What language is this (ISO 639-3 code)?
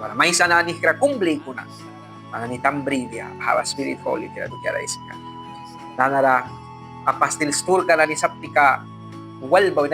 miq